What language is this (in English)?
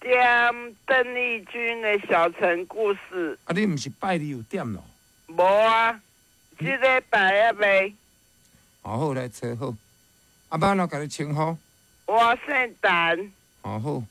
Min Nan Chinese